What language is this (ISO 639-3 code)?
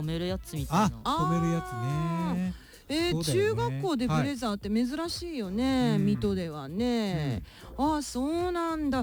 jpn